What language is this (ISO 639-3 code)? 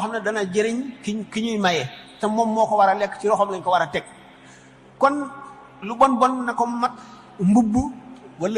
wol